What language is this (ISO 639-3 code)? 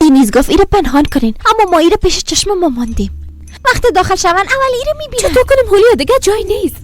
fas